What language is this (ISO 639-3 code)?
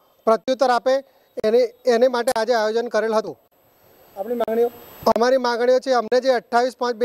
guj